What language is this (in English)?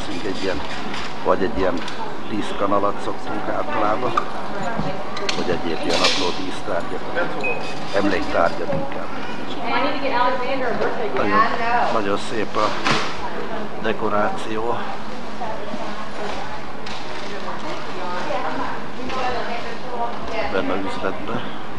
Hungarian